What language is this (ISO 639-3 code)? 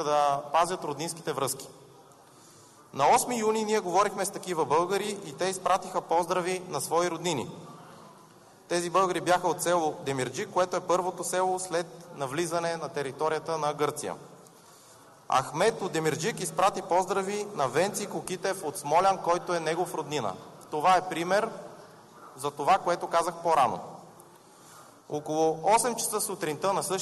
bul